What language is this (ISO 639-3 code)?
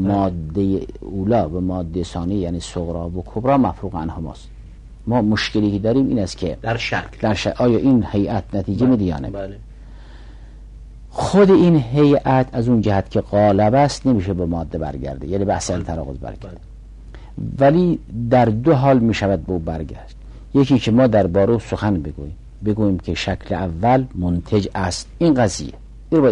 fas